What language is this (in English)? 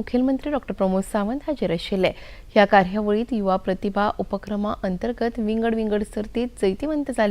Konkani